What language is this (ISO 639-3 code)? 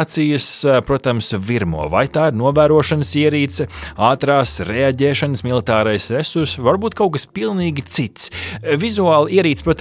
lav